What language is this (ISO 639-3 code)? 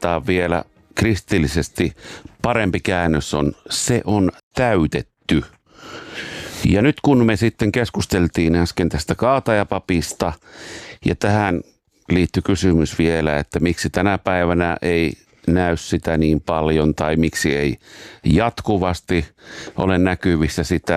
fin